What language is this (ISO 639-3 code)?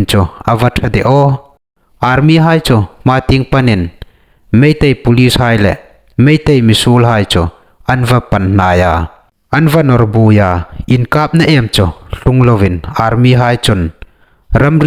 hmr